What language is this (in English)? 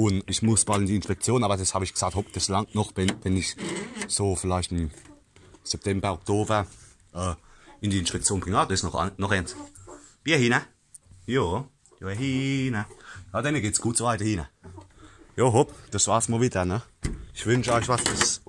Palatine German